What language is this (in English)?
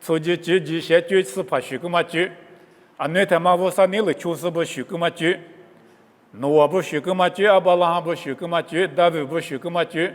Lisu